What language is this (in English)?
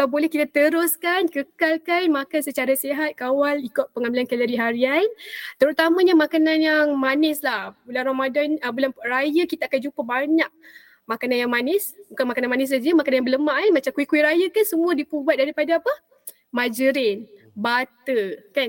Malay